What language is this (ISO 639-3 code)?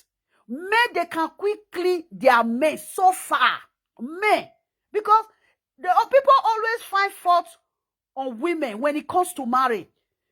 pcm